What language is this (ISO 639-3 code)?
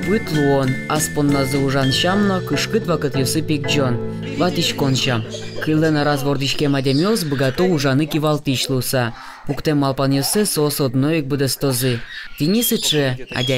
udm